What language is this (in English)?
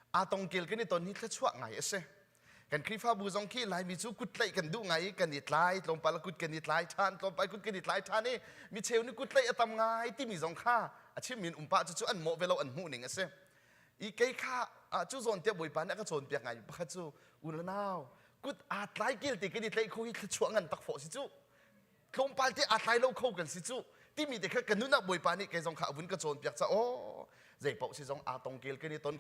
Hakha Chin